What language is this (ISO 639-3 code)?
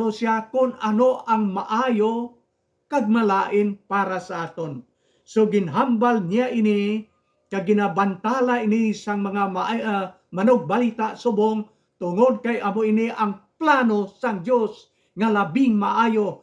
hil